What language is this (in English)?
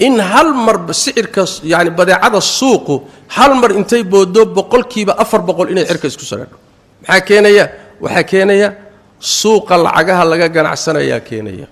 Somali